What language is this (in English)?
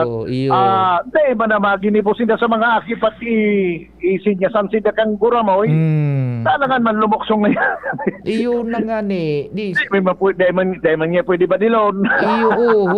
Bikol